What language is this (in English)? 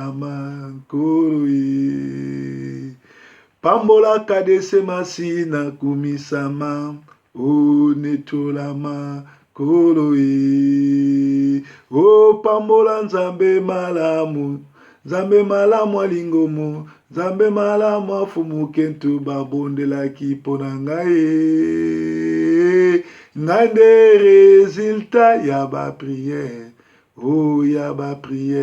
Lingala